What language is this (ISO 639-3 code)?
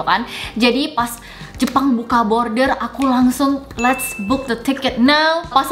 ind